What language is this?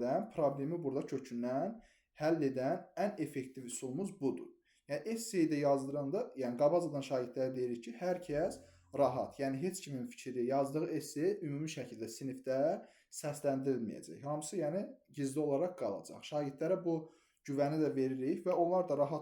Azerbaijani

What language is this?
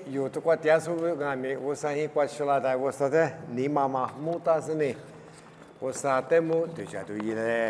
Lisu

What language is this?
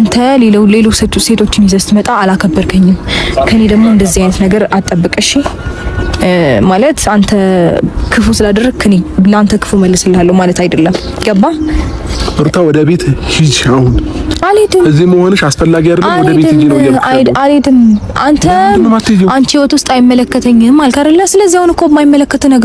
Amharic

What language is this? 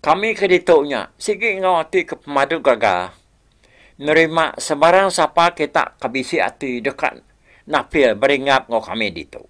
Iban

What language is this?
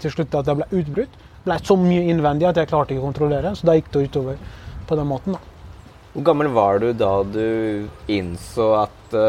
Norwegian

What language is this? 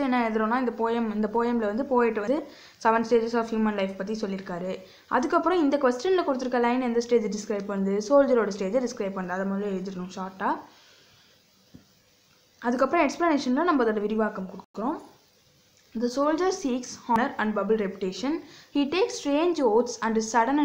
Tamil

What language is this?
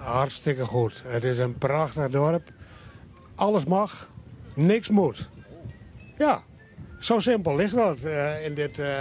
Western Frisian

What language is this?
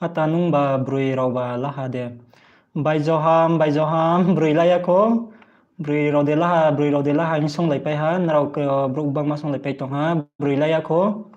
Riang (India)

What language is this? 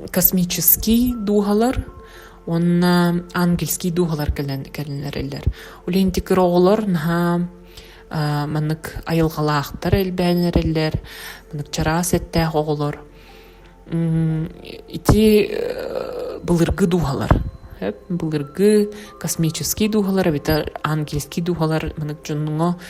Yakut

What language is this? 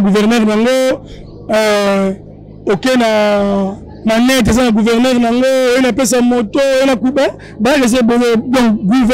Lingala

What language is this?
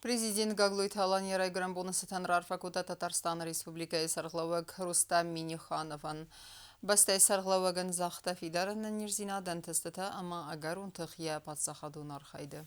Ossetic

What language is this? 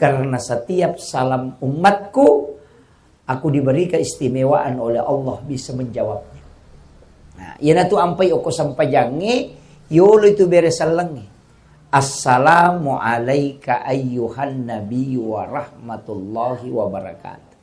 Buginese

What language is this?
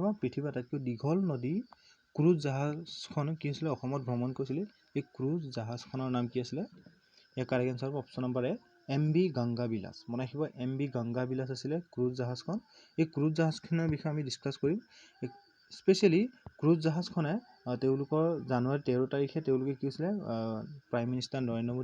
Assamese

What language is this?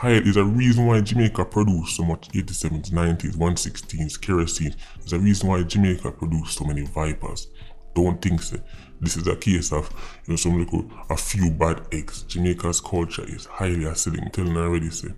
Jamaican Creole English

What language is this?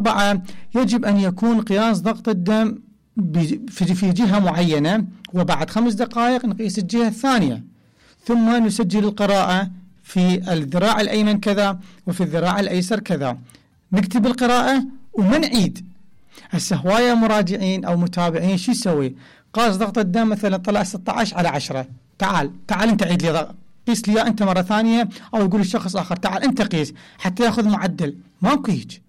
Mesopotamian Arabic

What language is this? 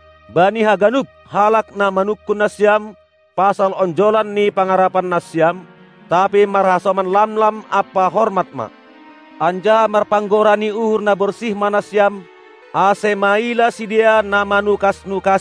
Batak Simalungun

